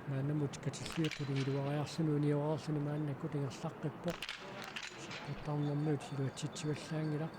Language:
Kalaallisut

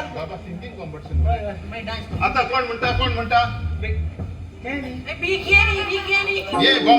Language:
Konkani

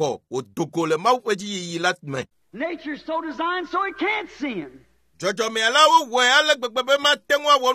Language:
Ewe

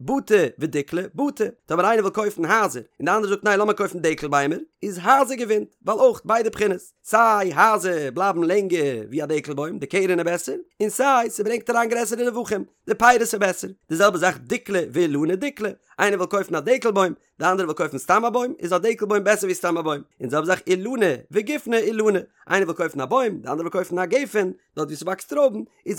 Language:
Yiddish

